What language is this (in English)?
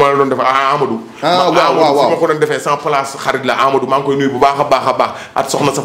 Wolof